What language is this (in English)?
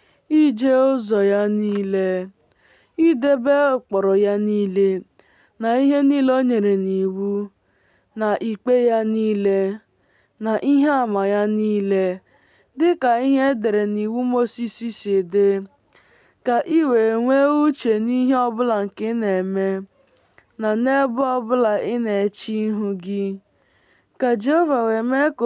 Igbo